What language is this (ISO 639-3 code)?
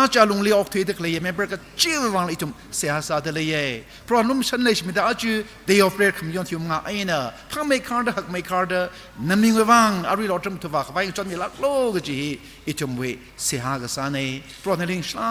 nmf